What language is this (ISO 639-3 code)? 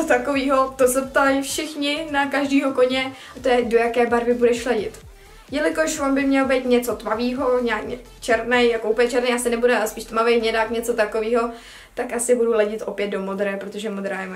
ces